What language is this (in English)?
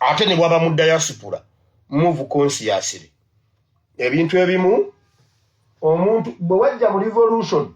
Ganda